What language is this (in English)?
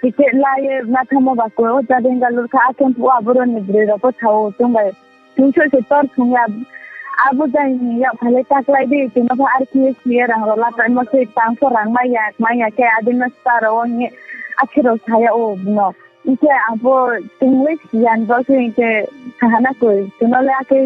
Riang (India)